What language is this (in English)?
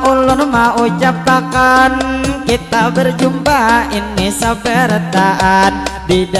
Banjar